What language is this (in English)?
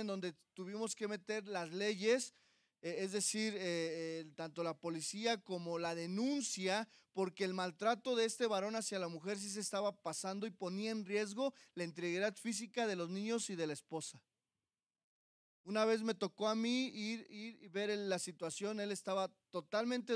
Spanish